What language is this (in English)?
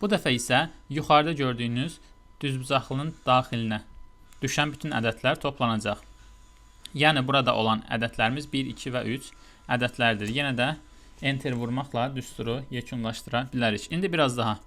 Azerbaijani